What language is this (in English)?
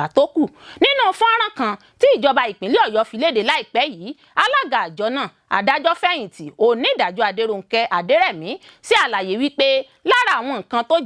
Yoruba